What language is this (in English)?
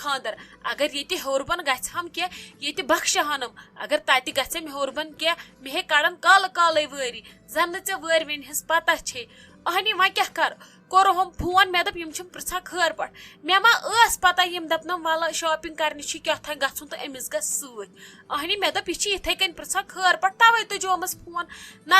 Kashmiri